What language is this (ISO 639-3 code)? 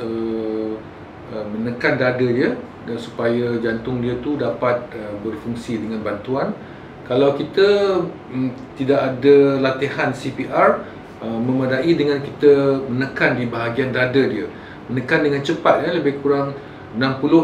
msa